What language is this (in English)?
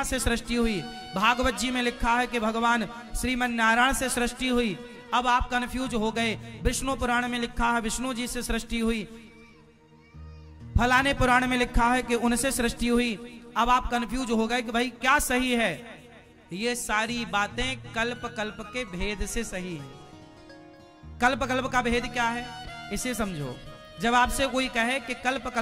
Hindi